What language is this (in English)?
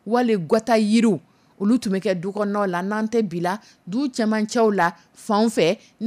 Dyula